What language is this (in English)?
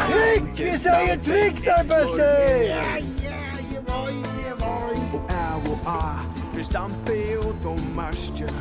Faroese